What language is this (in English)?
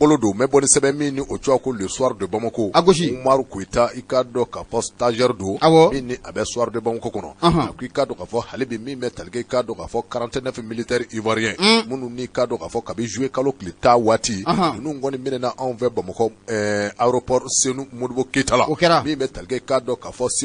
Bambara